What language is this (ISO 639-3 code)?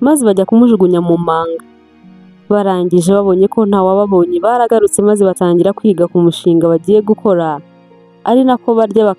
kin